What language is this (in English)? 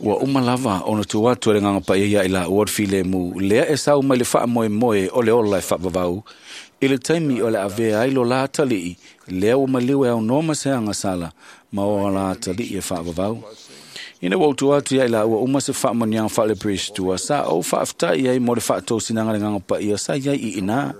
Samoan